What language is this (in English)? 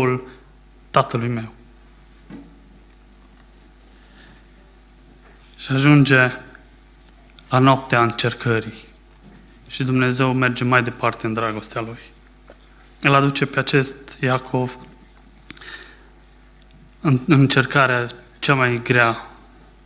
Romanian